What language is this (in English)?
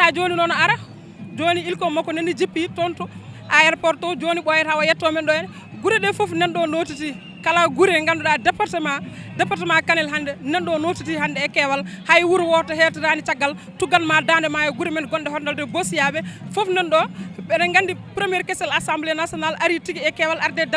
Fula